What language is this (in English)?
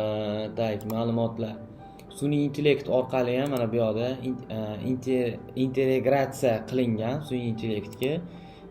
Uzbek